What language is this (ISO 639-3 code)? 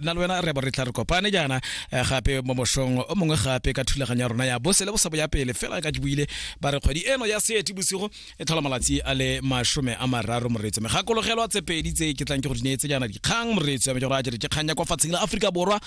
tsn